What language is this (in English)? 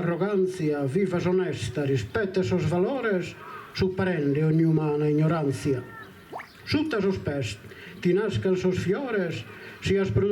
Sardinian